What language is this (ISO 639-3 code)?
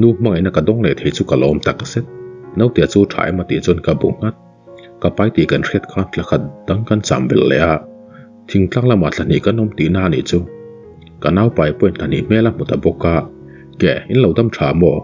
lus